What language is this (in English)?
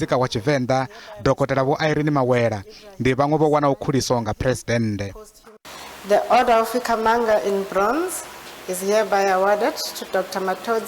Venda